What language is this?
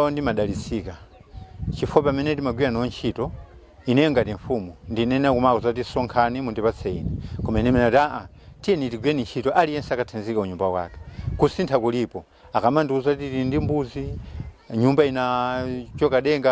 Nyanja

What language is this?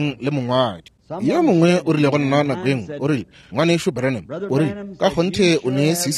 Northern Sotho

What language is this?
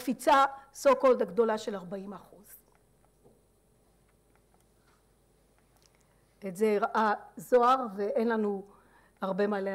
Hebrew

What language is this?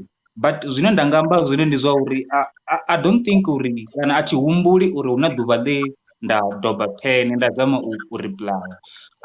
Venda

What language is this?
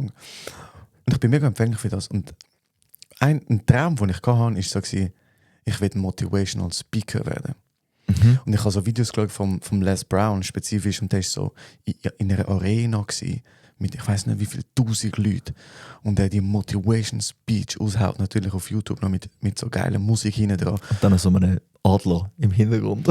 Swiss German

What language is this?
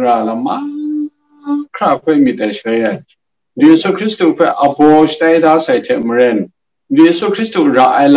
Kachin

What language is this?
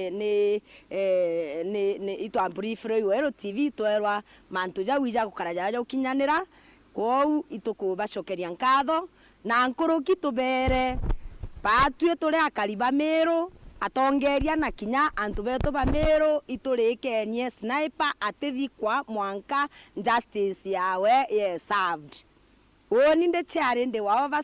Meru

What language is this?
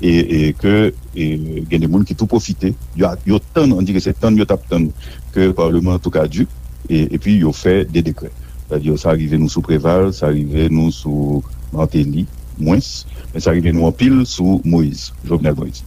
Haitian Creole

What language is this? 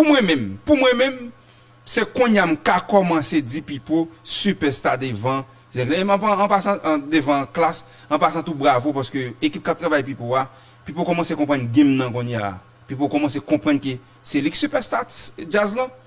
Haitian Creole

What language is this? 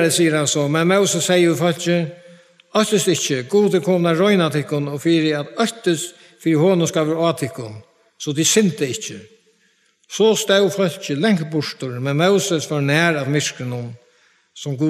Faroese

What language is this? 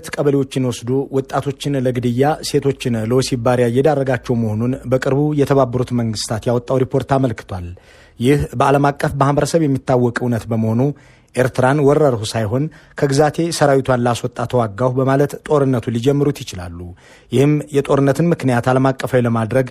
Amharic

